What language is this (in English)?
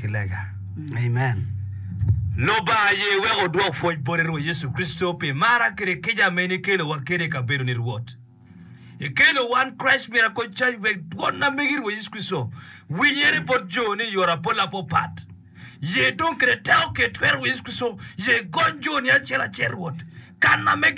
Acoli